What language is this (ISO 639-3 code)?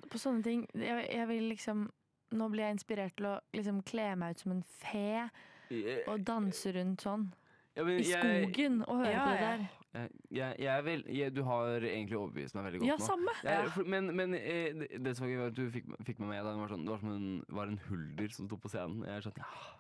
nor